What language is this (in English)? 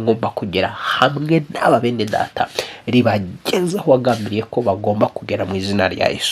Kinyarwanda